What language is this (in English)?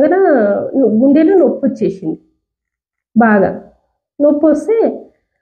Telugu